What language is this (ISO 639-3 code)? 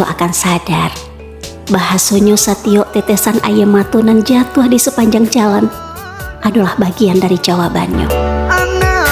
min